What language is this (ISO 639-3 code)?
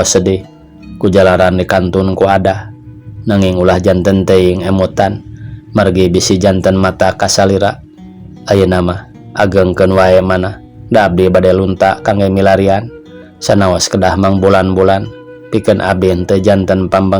sun